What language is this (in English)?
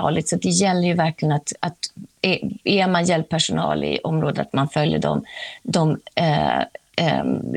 Swedish